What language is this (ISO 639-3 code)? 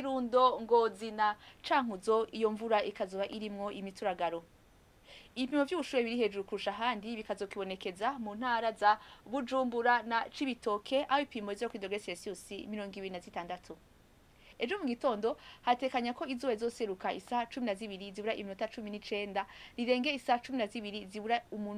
run